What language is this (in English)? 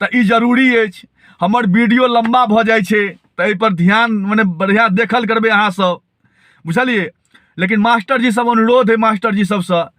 Maithili